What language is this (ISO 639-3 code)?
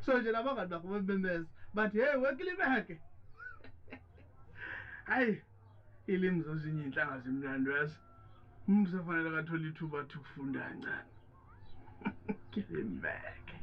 zul